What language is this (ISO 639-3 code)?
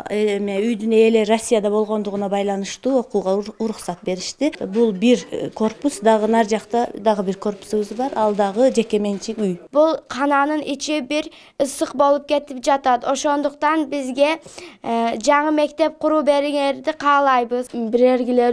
kir